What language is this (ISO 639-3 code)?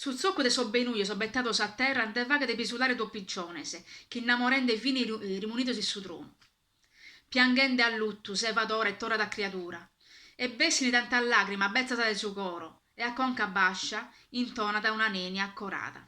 srd